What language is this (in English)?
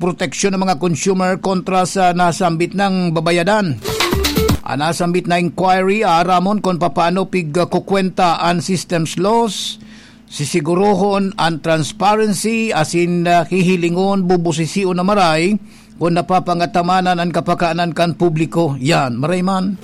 Bikol